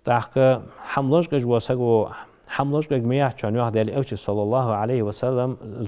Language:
Ingush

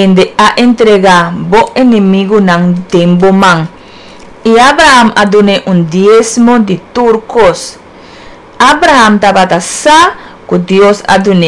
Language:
Papiamento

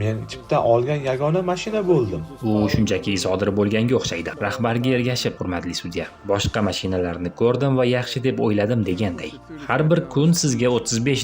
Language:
Uzbek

